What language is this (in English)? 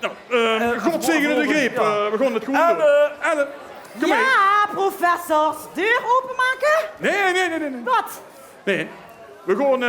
Limburgish